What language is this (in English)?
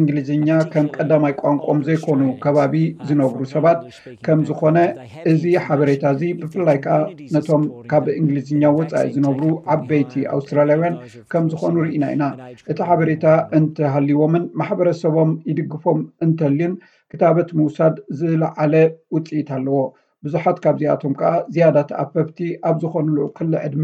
Tigrinya